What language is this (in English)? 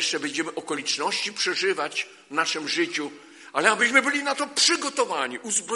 Polish